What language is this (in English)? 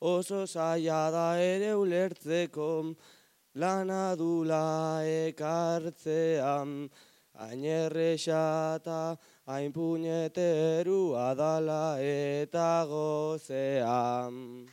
Basque